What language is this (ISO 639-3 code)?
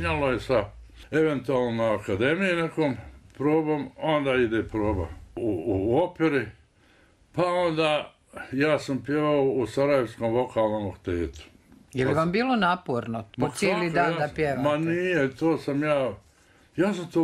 bos